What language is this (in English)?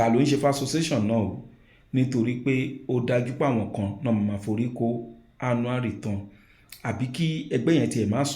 Yoruba